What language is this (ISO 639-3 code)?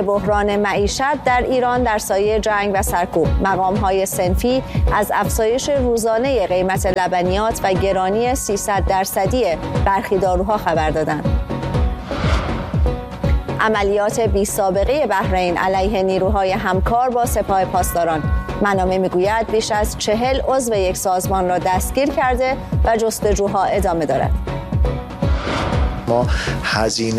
fas